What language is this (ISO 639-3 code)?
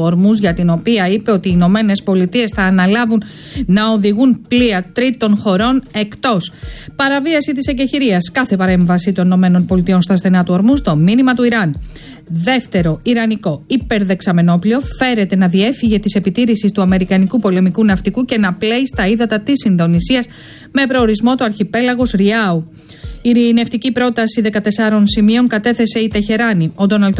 ell